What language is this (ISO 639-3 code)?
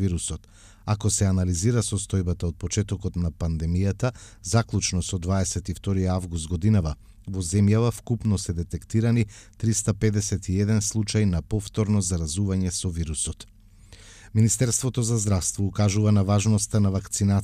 mkd